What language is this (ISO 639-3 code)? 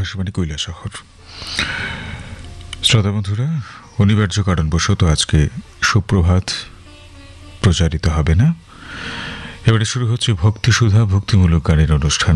ben